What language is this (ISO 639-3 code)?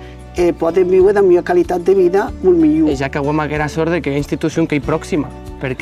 oci